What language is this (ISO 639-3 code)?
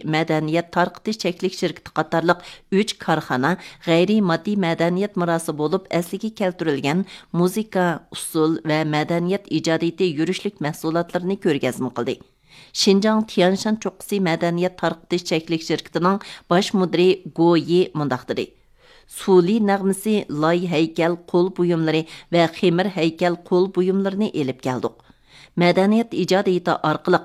uig